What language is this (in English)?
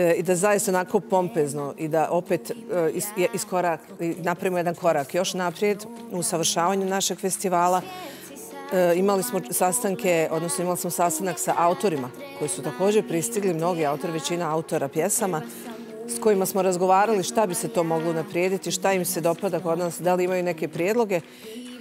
Bosnian